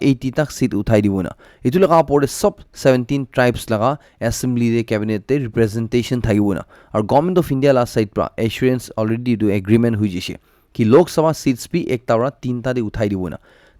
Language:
Naga Pidgin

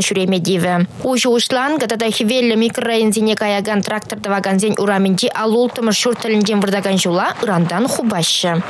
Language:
Chuvash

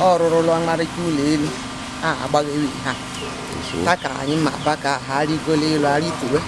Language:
Igbo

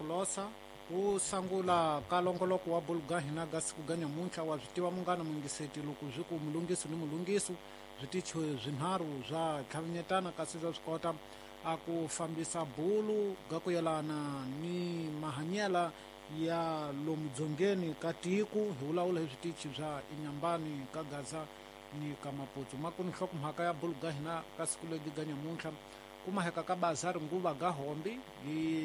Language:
Tsonga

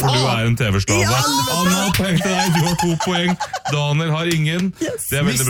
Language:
Norwegian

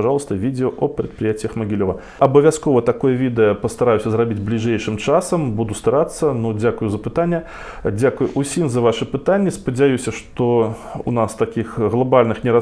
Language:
Belarusian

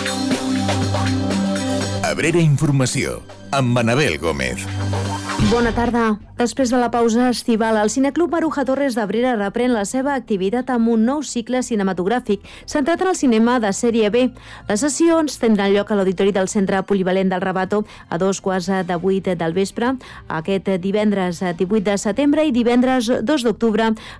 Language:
Catalan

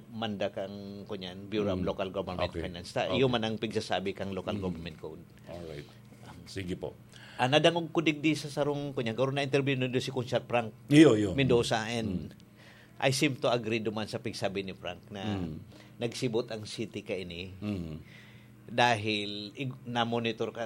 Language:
Bikol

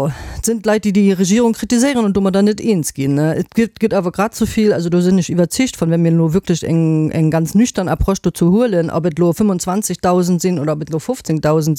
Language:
Luxembourgish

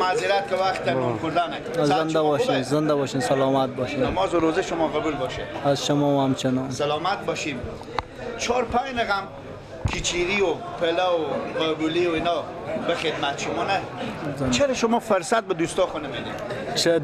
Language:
Persian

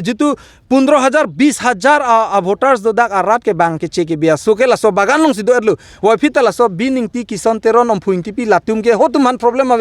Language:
Karbi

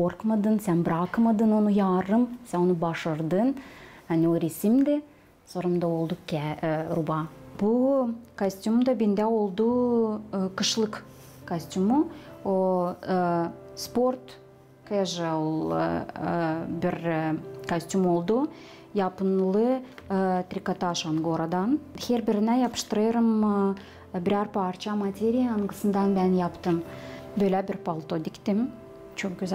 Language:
Gagauz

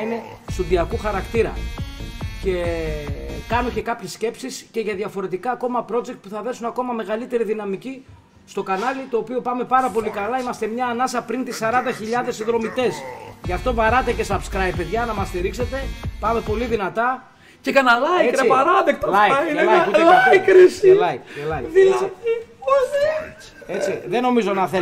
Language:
Greek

